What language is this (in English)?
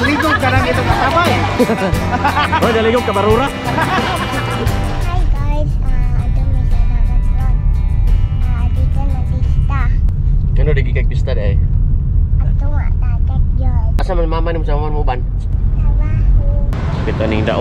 Cebuano